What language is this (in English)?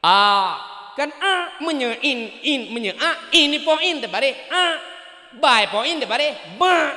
Achinese